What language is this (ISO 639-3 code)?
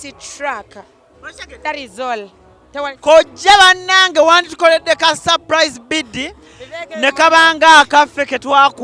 lug